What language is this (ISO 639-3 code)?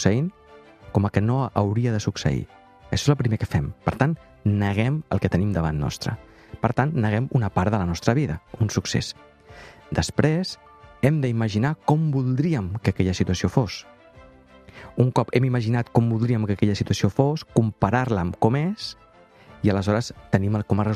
cat